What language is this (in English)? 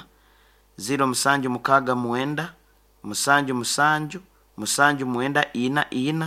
Nyoro